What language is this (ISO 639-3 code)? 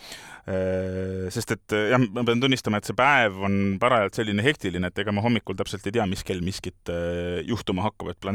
est